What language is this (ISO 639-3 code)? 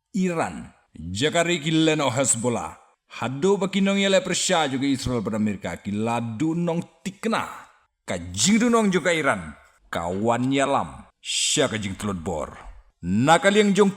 kha